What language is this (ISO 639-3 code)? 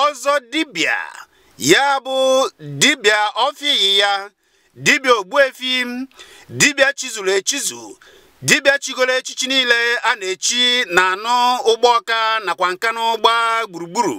ibo